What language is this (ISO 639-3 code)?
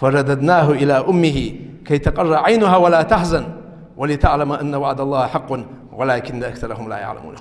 inh